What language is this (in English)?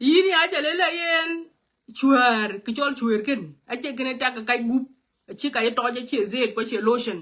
Nuer